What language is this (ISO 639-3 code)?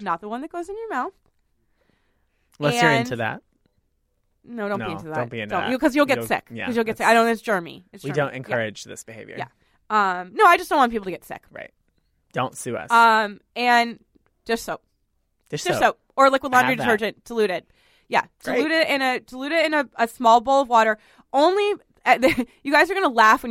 eng